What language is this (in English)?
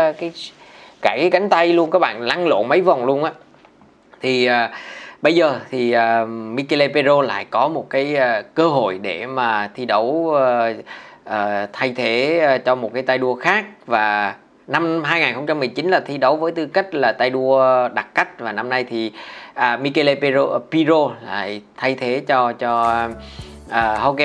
Vietnamese